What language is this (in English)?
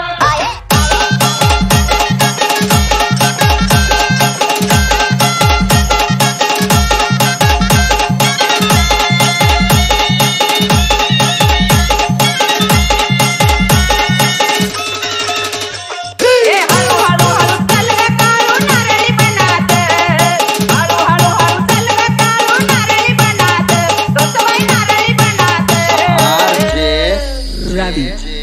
Marathi